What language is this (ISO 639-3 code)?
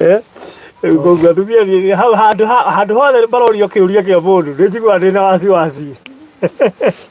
kik